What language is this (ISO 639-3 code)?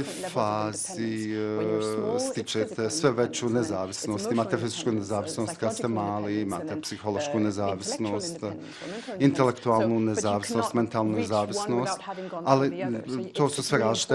bos